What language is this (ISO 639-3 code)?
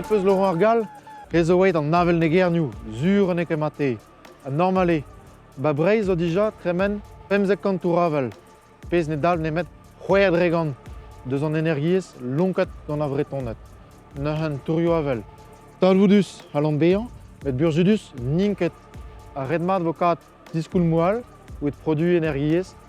bre